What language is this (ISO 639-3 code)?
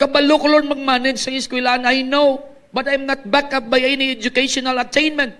hil